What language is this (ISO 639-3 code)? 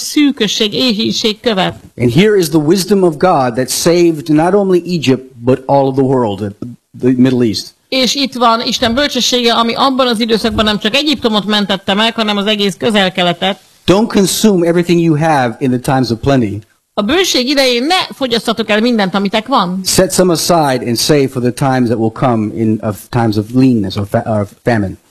hun